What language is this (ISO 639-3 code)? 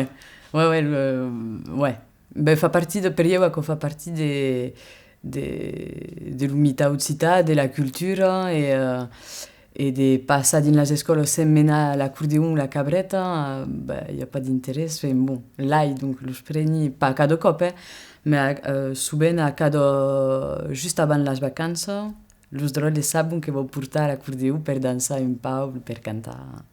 oci